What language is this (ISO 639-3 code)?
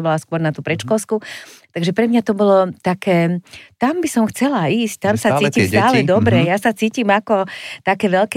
slk